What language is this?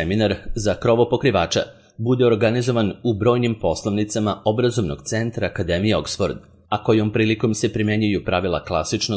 Serbian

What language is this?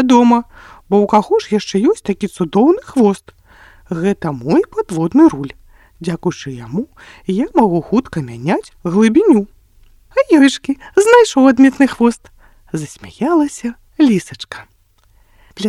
Belarusian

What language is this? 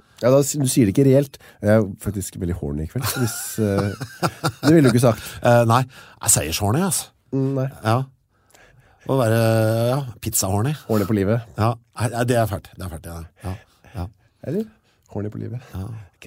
Norwegian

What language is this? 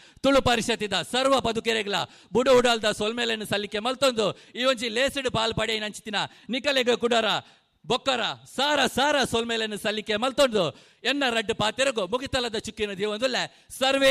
Tulu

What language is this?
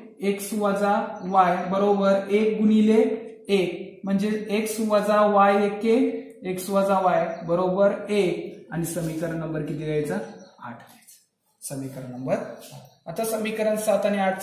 Marathi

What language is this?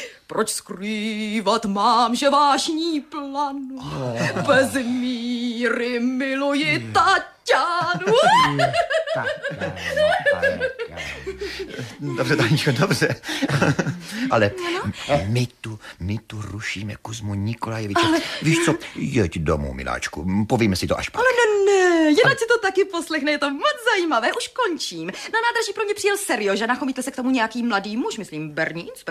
Czech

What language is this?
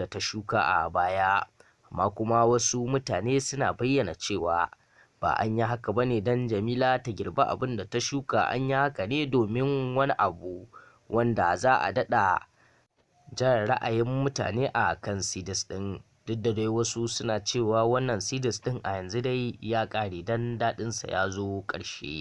Hausa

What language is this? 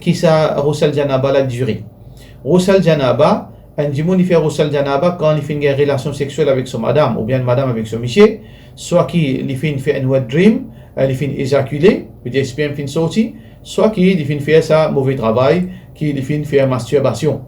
Morisyen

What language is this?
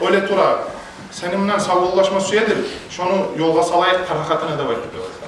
Kumyk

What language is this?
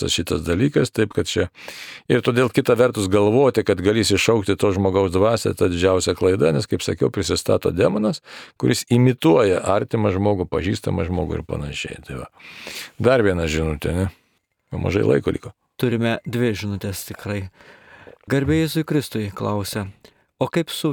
Lithuanian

